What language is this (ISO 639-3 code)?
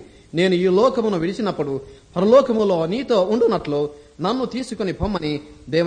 tel